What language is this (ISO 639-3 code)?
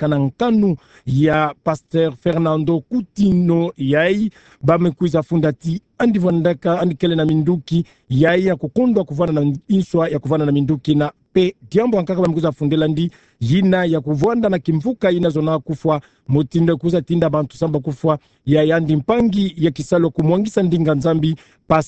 ktu